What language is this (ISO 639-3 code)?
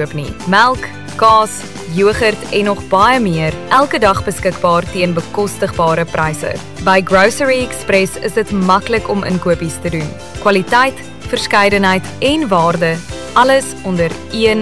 afr